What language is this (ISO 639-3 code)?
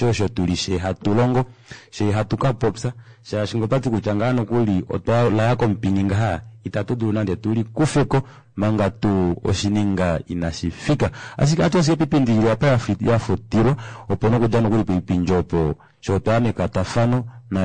kua